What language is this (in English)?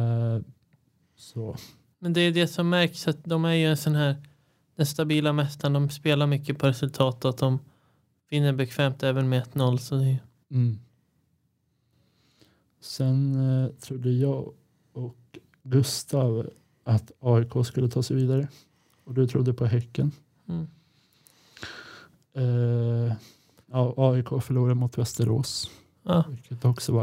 Swedish